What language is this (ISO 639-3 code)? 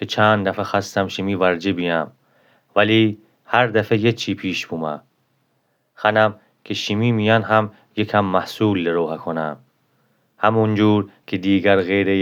glk